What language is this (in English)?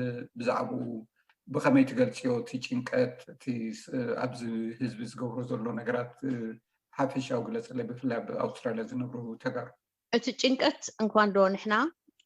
Tigrinya